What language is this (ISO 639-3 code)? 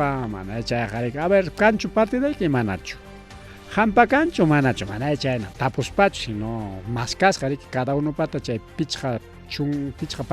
quy